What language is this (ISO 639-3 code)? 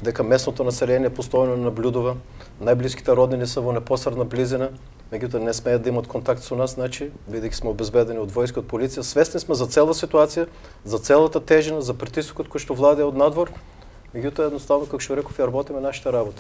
mkd